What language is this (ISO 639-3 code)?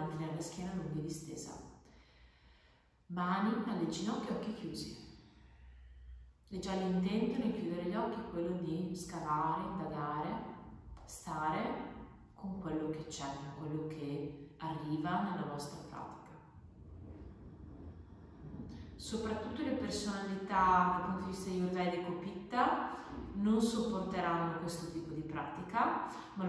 ita